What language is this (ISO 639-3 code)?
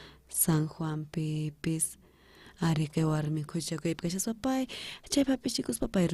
quh